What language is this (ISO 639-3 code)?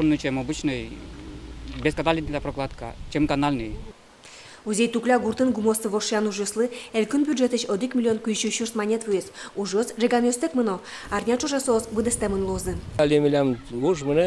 udm